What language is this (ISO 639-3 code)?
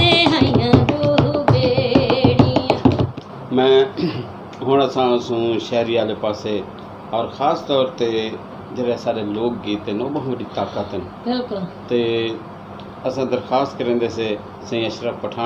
skr